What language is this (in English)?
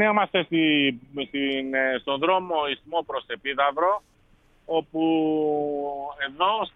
Greek